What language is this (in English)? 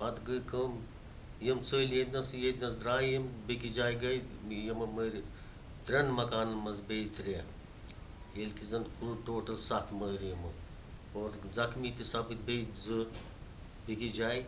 Kashmiri